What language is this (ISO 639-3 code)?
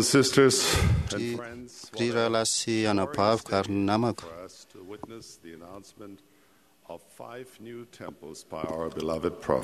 mlg